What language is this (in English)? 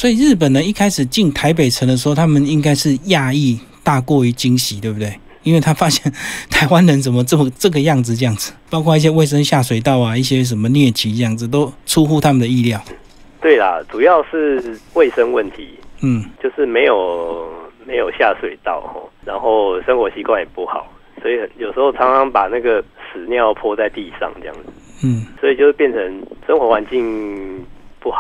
Chinese